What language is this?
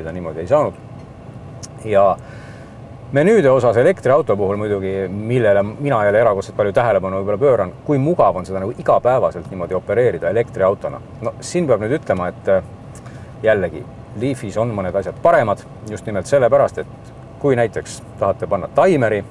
Estonian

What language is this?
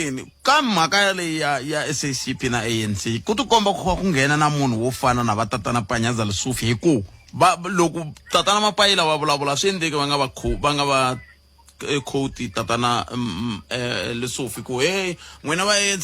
Tsonga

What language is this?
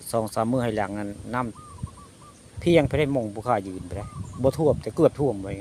Northeastern Thai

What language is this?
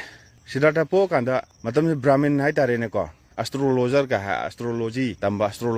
Manipuri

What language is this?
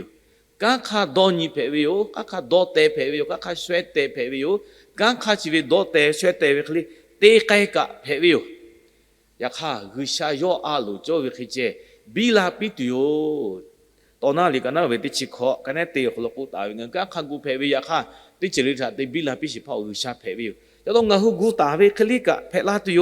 Lahu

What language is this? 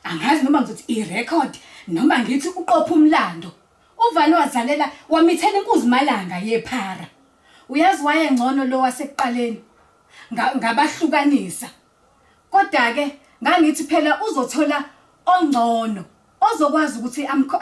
Zulu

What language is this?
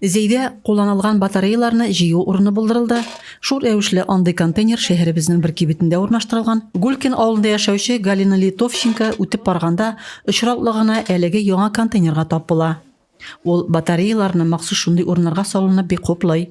Tatar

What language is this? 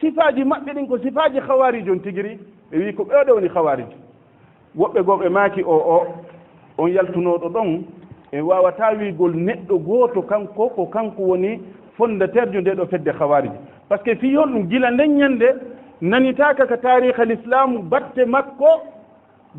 Fula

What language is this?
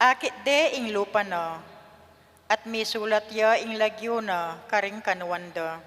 Pampanga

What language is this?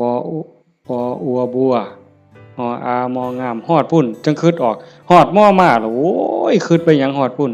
Lao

